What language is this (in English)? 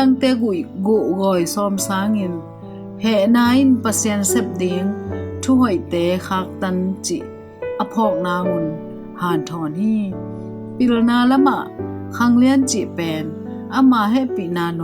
Tedim Chin